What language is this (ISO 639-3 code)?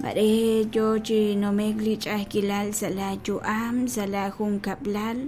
kek